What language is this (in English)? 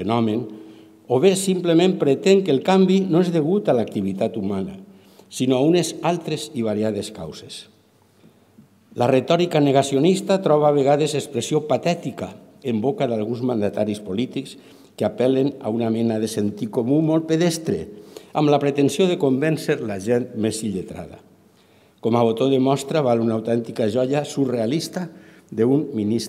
Catalan